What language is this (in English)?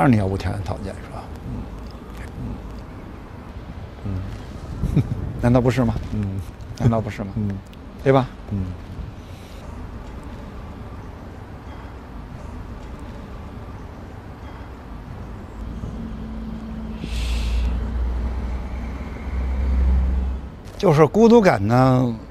Chinese